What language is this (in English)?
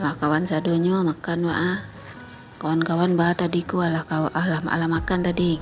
Minangkabau